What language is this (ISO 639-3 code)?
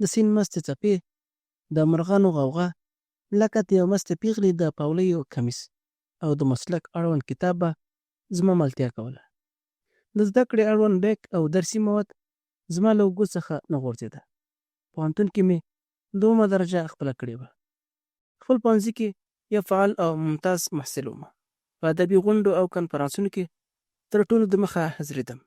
pus